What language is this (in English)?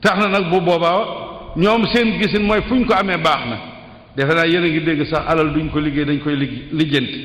Wolof